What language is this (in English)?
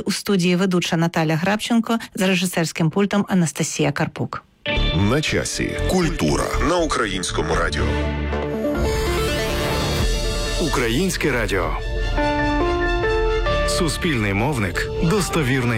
Ukrainian